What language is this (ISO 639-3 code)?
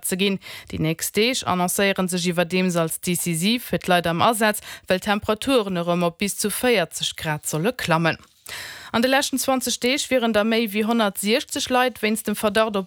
ltz